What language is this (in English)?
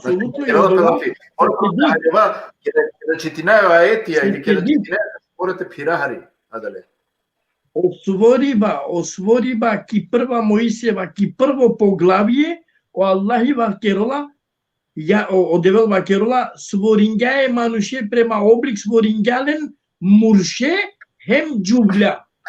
Balkan Romani